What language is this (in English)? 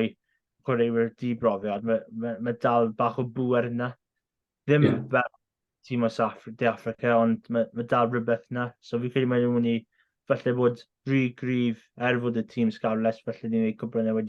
Welsh